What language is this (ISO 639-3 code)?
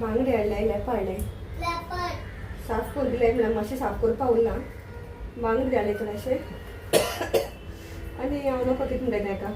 kok